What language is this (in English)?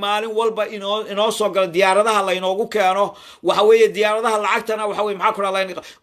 Somali